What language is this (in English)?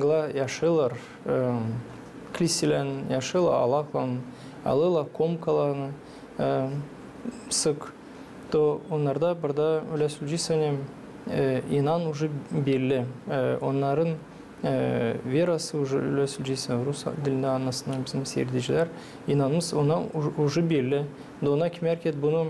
Gagauz